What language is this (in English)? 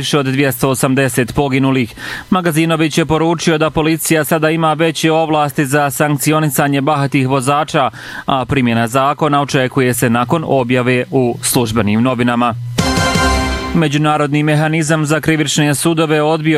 Bosnian